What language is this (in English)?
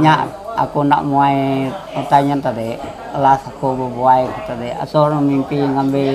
Iban